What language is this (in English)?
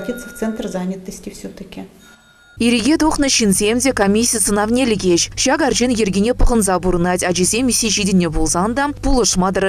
Chuvash